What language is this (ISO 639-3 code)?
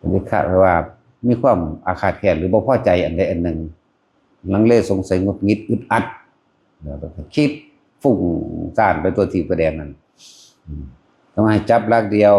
tts